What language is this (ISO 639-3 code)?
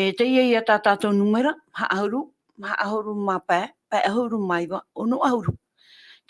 tah